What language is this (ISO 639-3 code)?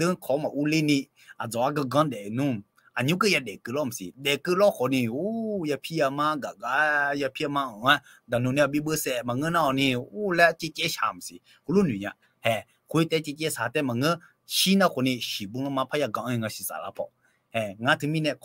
ahk